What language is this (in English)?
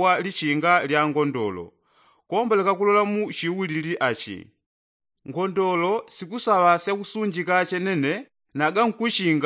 Yao